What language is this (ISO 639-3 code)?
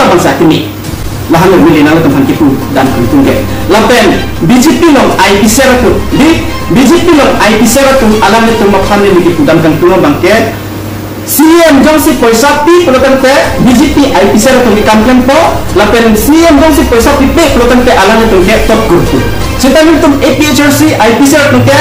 mjw